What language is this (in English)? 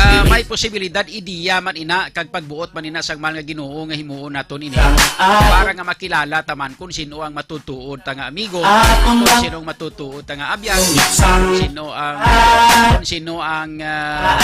Hiligaynon